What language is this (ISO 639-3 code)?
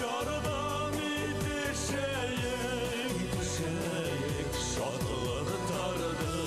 bak